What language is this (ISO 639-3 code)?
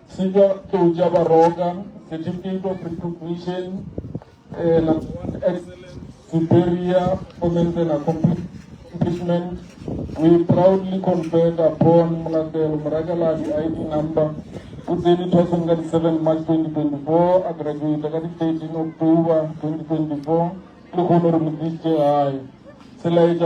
nso